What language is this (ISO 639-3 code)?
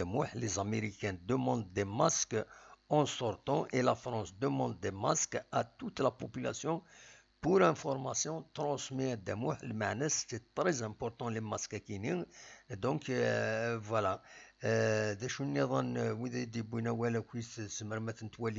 kab